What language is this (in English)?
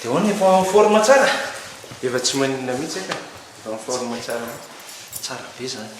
Malagasy